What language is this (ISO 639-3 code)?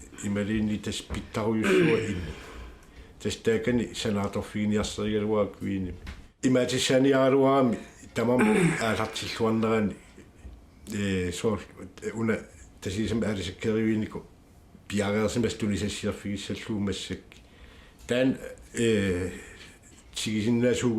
kal